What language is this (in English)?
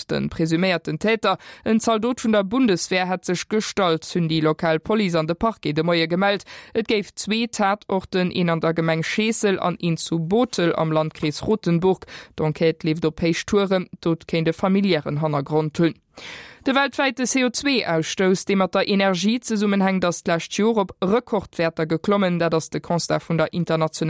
Luxembourgish